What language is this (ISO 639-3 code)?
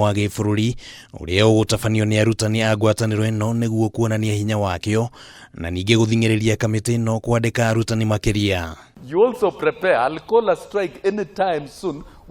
kik